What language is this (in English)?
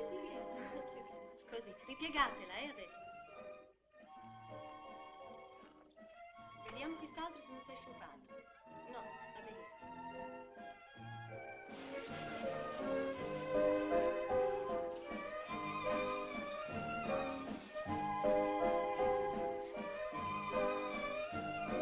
Italian